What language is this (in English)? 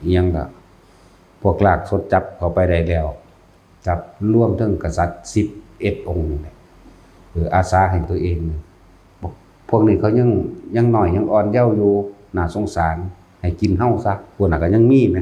Northeastern Thai